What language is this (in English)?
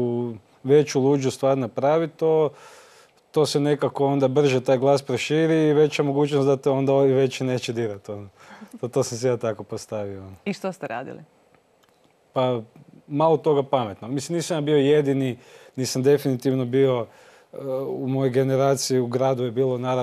Croatian